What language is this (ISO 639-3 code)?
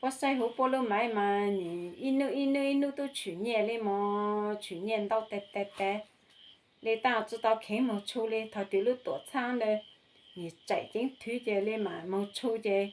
hmn